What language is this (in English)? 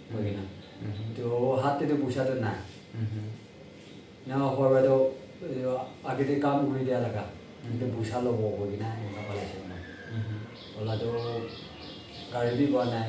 Naga Pidgin